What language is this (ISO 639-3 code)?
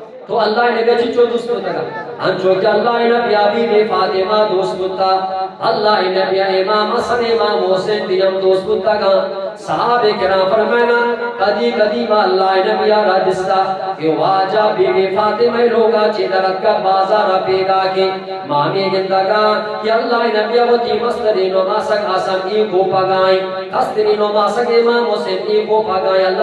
bgp